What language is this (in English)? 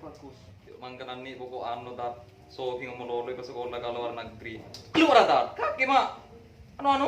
Madurese